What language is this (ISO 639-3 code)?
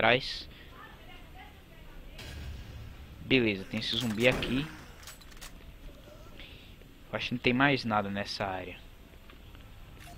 por